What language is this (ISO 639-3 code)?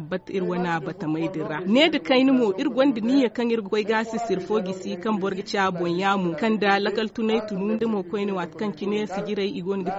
dje